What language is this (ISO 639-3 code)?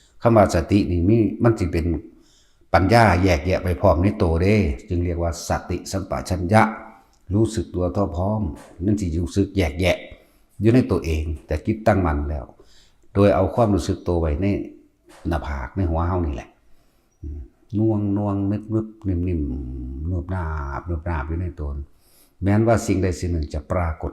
tts